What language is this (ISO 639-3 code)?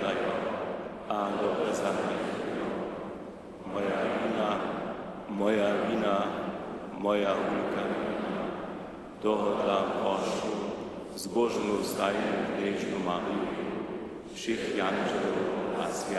hsb